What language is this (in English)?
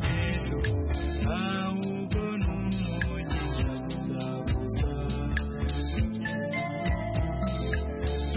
Kinyarwanda